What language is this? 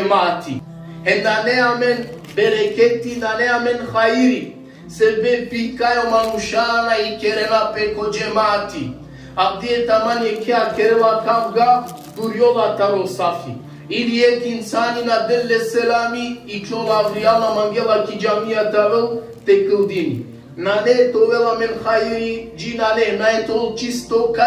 Balkan Romani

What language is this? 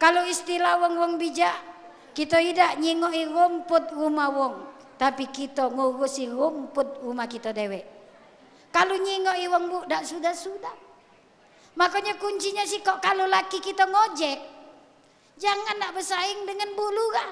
Musi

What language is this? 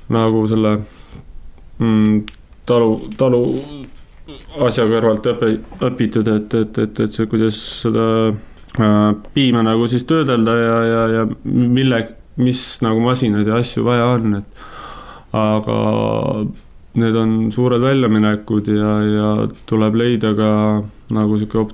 Estonian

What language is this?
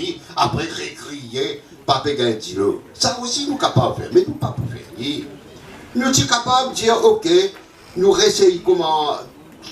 Morisyen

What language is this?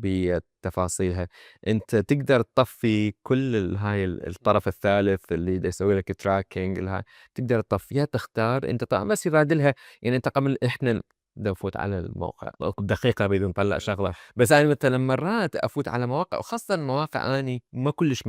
Mesopotamian Arabic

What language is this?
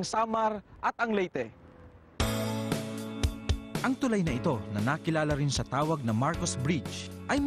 Filipino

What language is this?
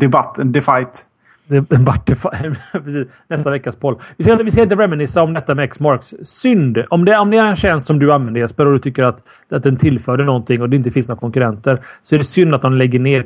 Swedish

